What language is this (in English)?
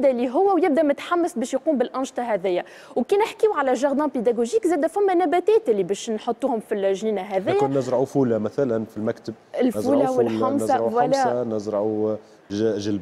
Tunisian Arabic